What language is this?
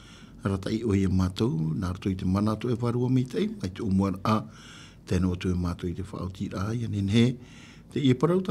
Tahitian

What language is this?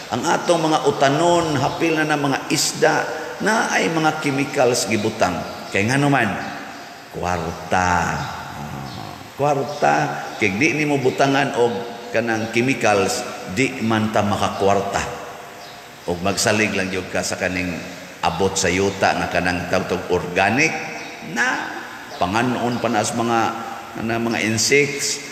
Cebuano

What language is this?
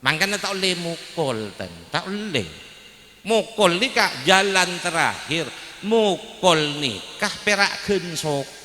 Madurese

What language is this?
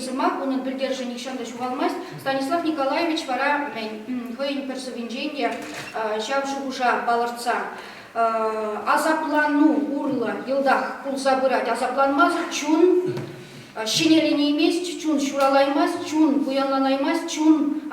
Chuvash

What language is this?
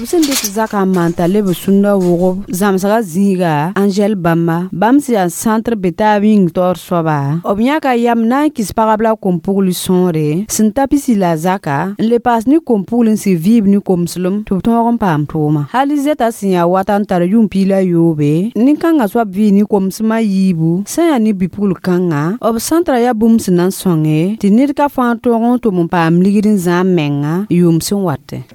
Mossi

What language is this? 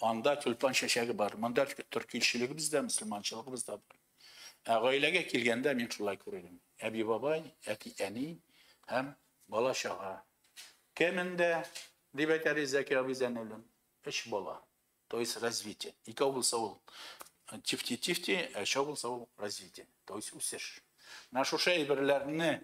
Tatar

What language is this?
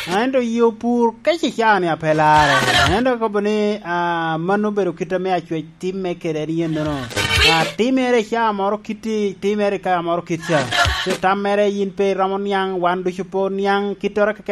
Lango (Uganda)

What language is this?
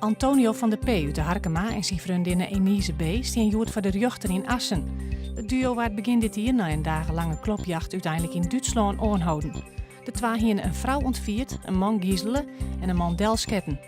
Western Frisian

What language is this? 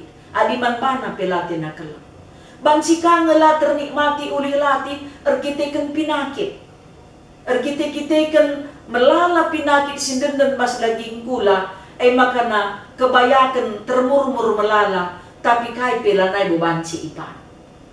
Batak Karo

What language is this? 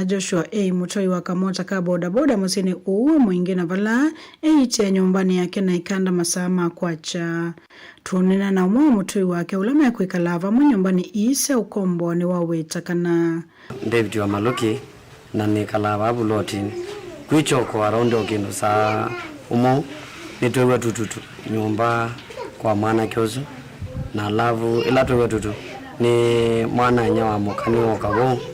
Kamba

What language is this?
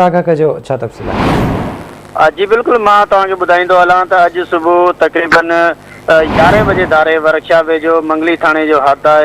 Sindhi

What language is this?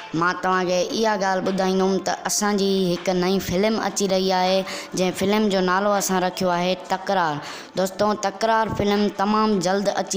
Sindhi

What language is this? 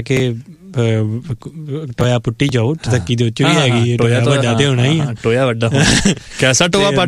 Punjabi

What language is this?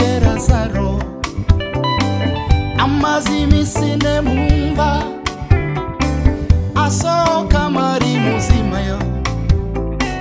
Kinyarwanda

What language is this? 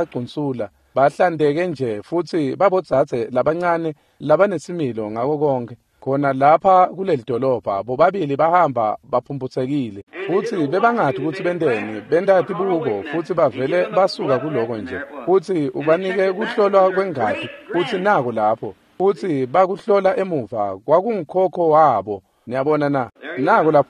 Swati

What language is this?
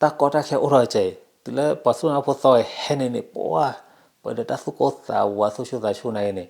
S'gaw Karen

